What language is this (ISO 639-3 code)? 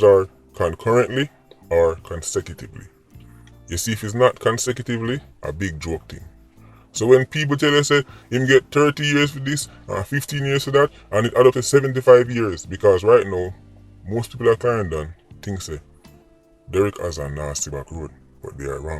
jam